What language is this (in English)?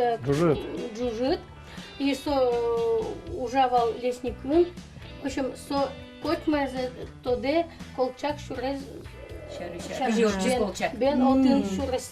Udmurt